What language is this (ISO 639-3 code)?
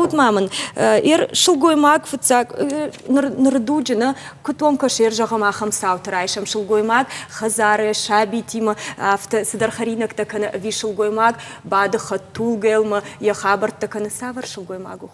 oss